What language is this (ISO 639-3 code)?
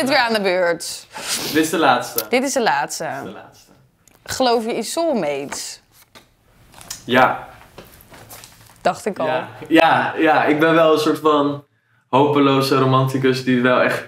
nld